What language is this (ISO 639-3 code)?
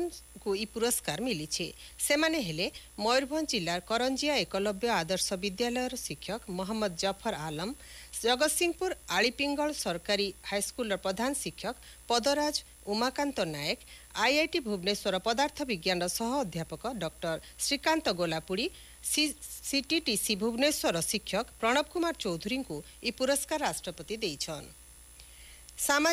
ori